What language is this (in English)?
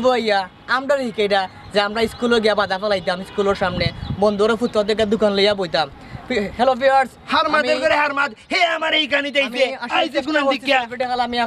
Sylheti